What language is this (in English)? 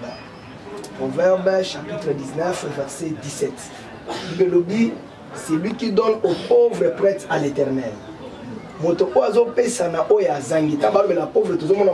Lingala